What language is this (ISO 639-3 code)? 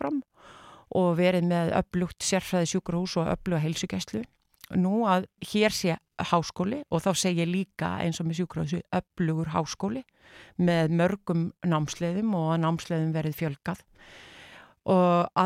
isl